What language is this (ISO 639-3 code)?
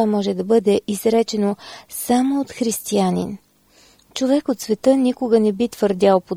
bul